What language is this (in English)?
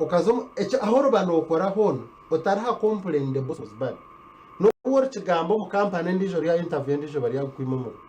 Nyankole